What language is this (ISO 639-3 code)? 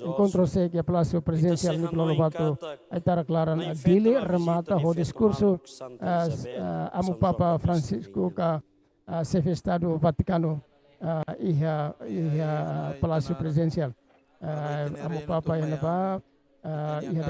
tet